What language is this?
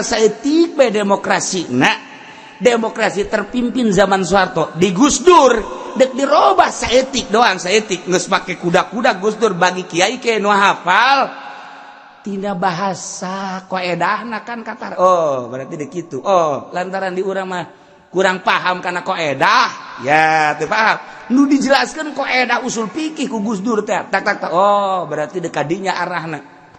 Sundanese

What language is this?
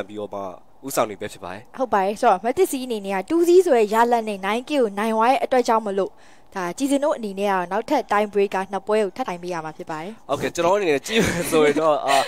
Burmese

